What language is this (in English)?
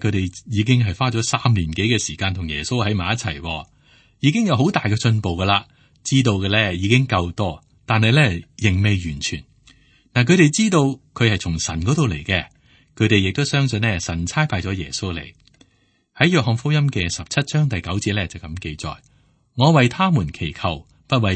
Cantonese